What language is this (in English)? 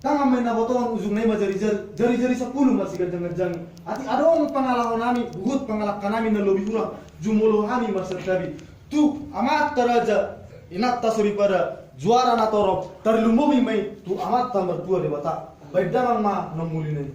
Batak Toba